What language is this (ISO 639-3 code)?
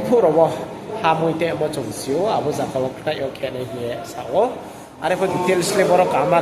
ria